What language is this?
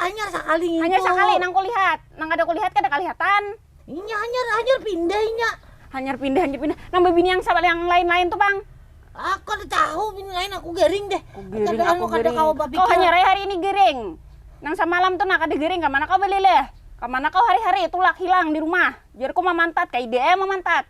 Banjar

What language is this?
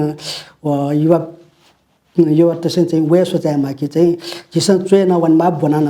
Newari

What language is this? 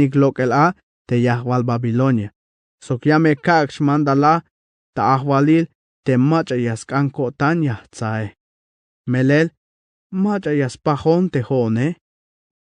Tzeltal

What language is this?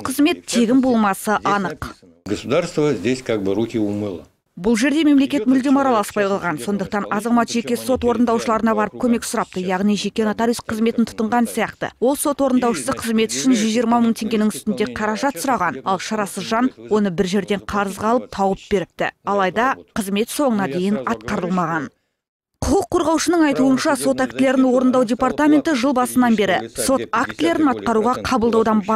Kazakh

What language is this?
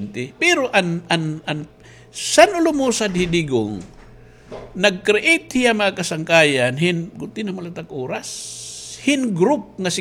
Waray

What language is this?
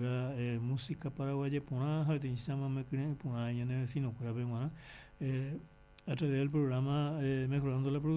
Guarani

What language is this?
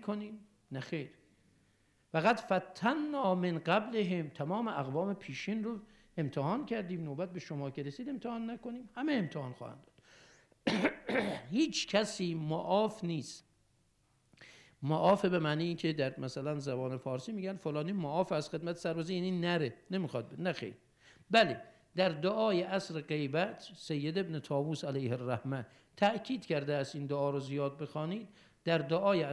Persian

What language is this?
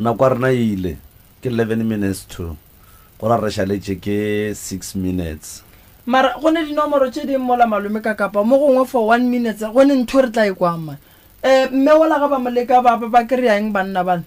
Northern Sotho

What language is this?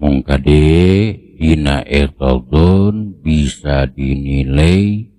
Sundanese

